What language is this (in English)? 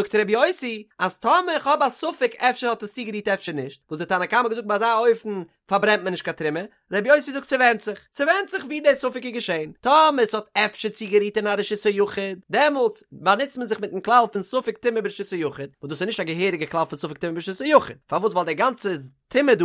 Yiddish